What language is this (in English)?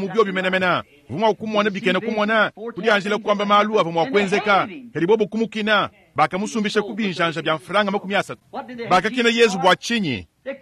Luba-Lulua